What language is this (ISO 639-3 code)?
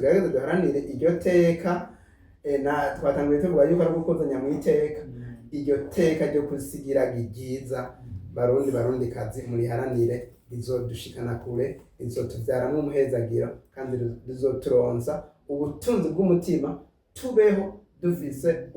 run